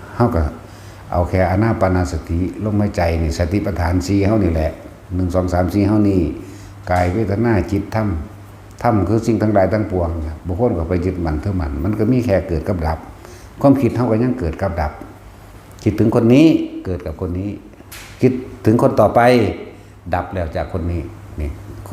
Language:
Northeastern Thai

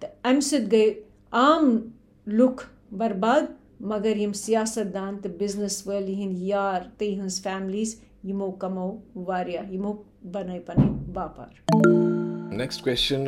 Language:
Kashmiri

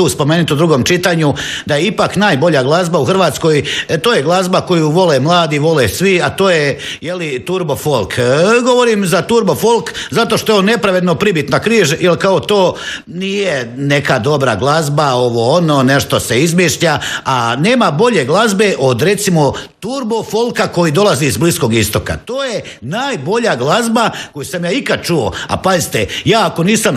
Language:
Croatian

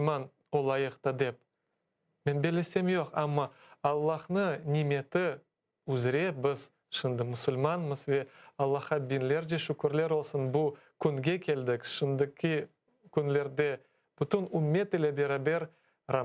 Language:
Crimean Tatar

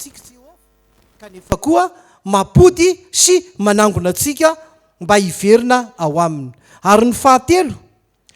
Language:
Malagasy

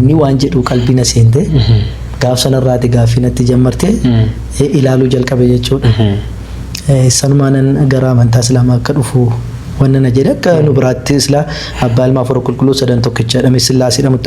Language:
Oromo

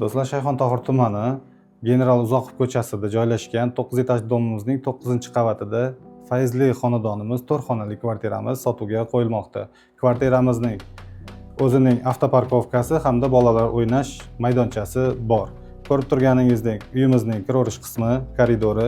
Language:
Uzbek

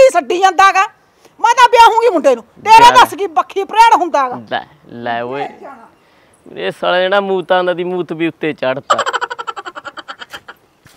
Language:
Punjabi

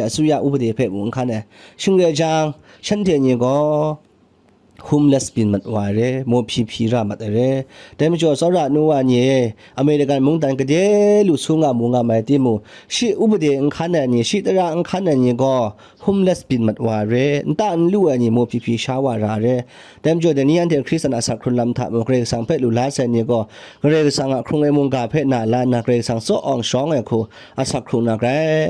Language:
Kachin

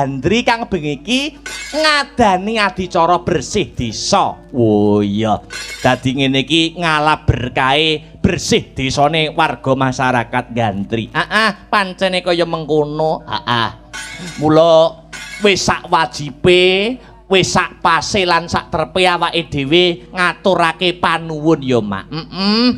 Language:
Javanese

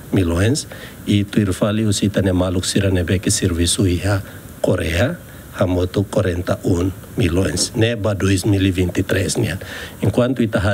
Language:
Tetum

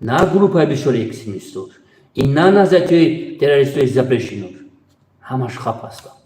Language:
Tajik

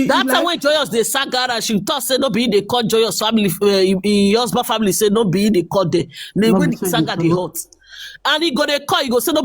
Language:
Nigerian Pidgin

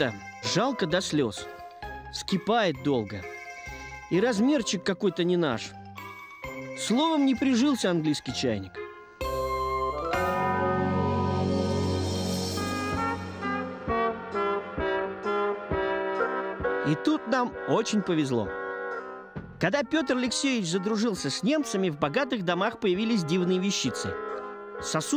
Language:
Russian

